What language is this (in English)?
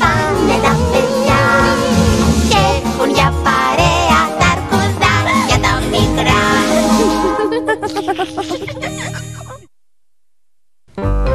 Greek